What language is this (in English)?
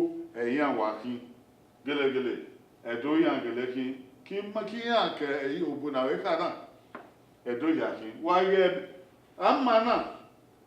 Bini